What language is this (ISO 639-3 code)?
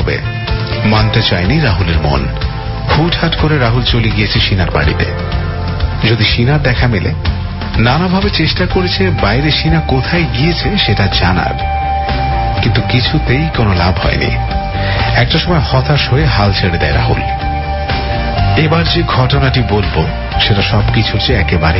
ben